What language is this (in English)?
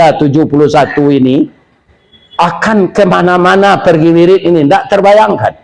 Minangkabau